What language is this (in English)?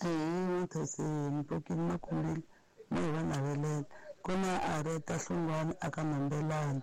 Tsonga